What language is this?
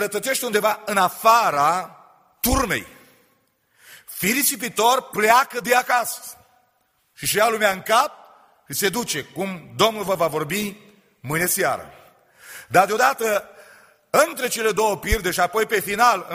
Romanian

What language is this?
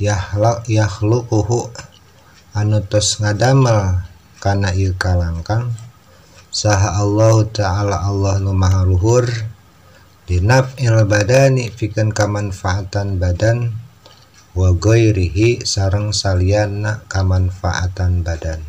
Sundanese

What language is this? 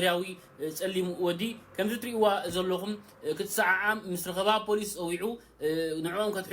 Tigrinya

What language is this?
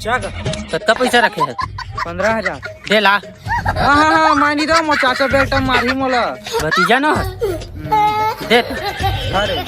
Chhattisgarhi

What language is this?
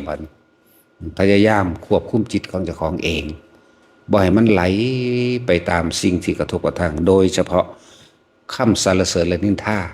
Northeastern Thai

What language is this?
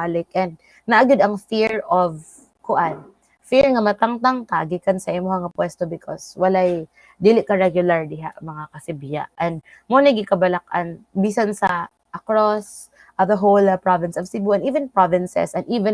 Cebuano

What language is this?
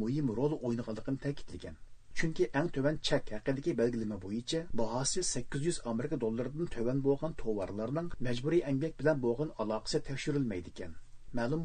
Uyghur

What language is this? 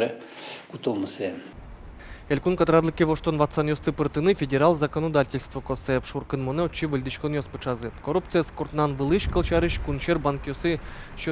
Udmurt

